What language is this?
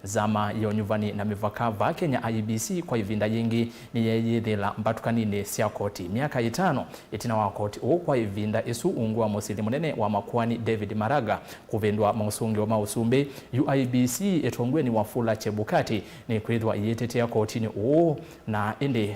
Kamba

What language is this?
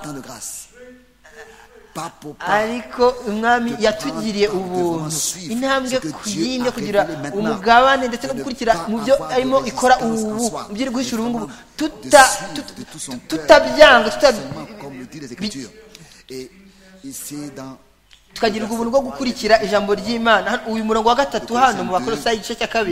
Kinyarwanda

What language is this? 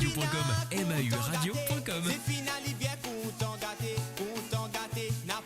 Morisyen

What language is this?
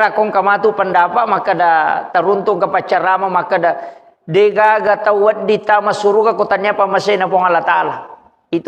Buginese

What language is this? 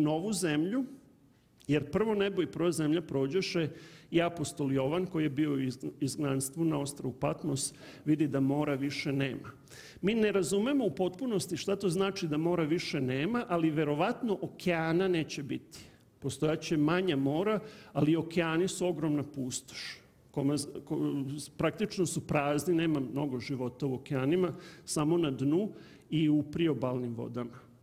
Serbian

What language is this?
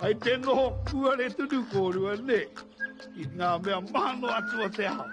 Māori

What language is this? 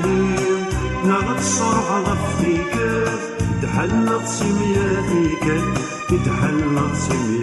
Kabyle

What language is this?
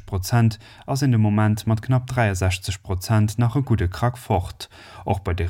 Luxembourgish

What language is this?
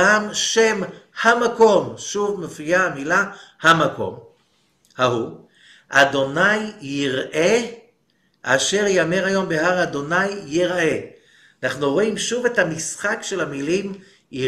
Hebrew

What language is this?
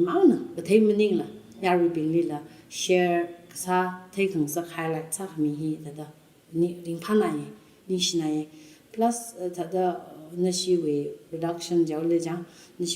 Tangkhul Naga (India)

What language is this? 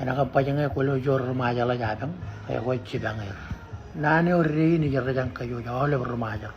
Marshallese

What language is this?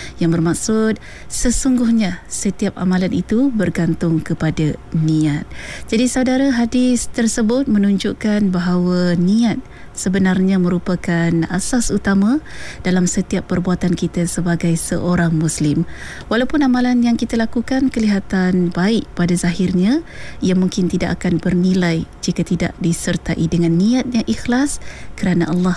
Malay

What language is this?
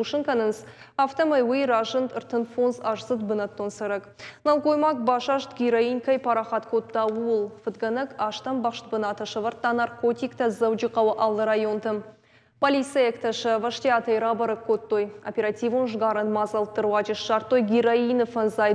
Ossetic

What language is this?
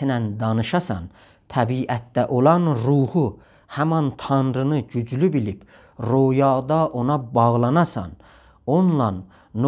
South Azerbaijani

